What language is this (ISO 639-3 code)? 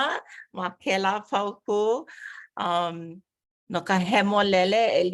haw